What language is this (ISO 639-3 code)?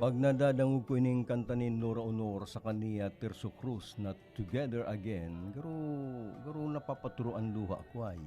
bik